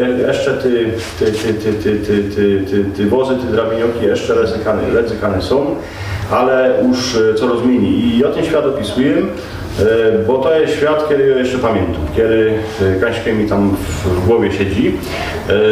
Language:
Silesian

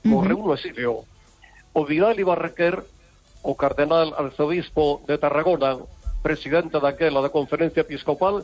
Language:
Galician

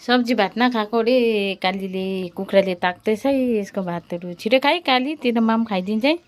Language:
Nepali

